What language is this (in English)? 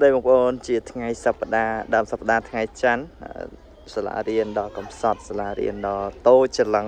Khmer